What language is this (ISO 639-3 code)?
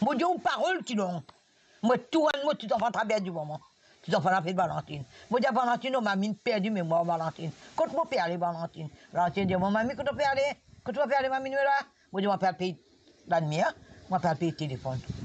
mfe